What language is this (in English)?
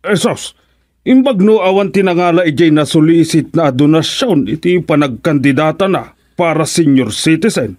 Iloko